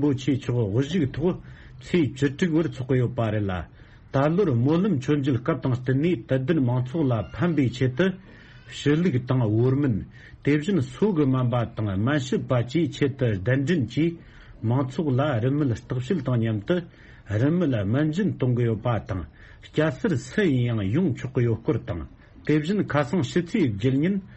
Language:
Tibetan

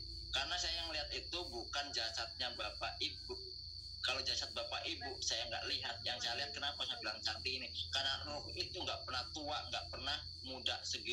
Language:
Indonesian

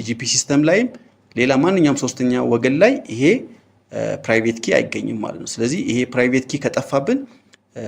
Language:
Amharic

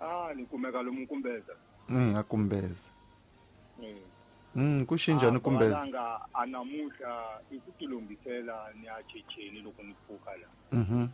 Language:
Tsonga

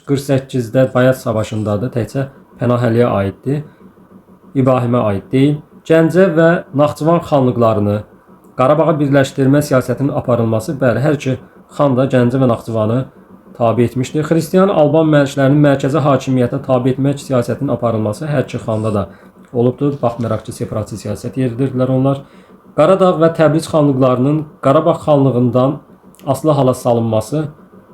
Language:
Azerbaijani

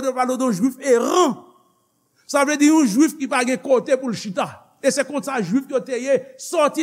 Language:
Haitian Creole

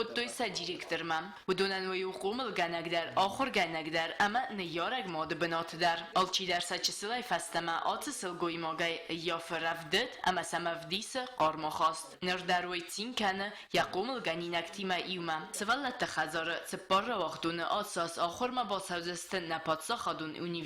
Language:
Ossetic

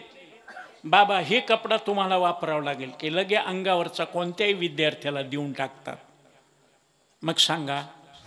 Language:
Marathi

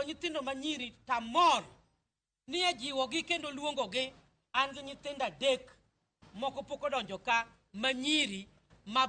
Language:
Luo (Kenya and Tanzania)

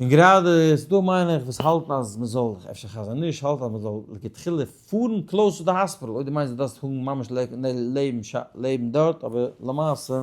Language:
Yiddish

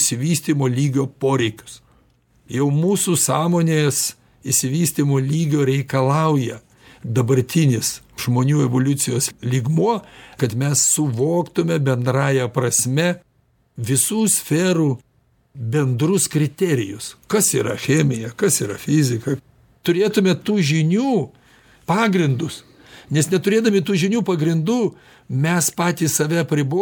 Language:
Lithuanian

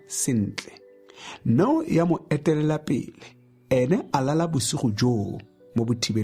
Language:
Tswana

